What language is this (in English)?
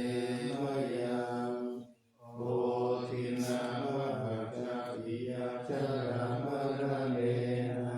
Pali